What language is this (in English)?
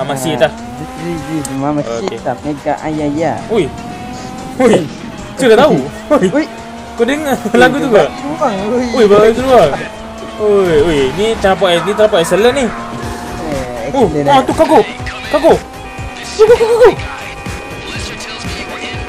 Malay